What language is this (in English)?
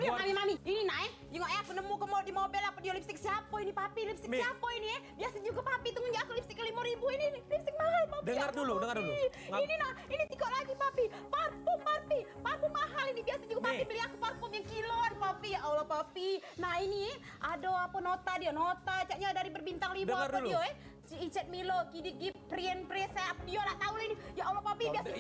Musi